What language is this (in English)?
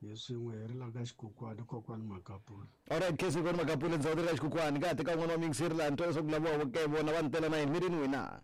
Tsonga